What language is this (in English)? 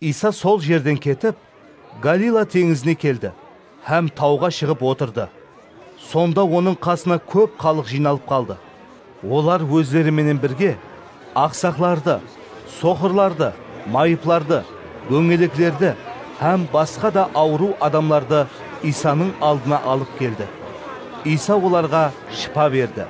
Kara-Kalpak